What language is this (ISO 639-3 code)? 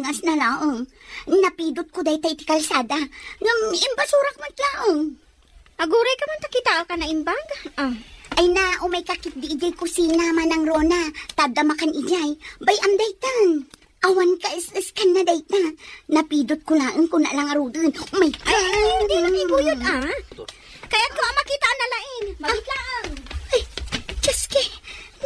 ilo